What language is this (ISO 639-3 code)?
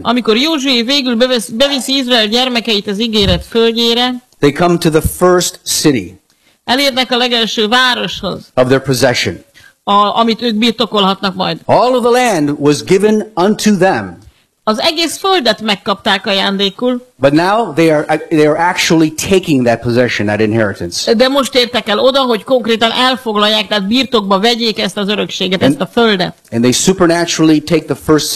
hun